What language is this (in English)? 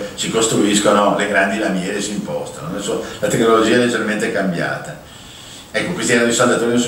Italian